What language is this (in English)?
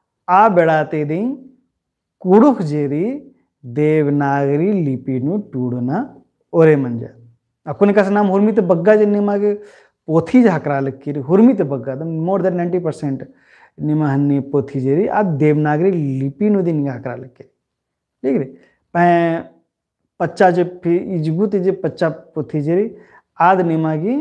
Kurukh